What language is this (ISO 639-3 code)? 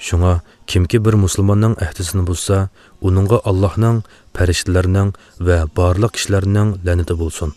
uig